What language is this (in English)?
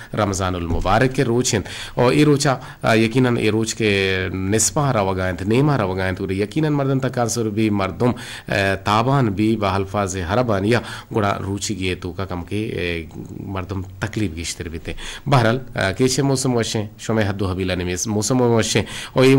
Eastern Balochi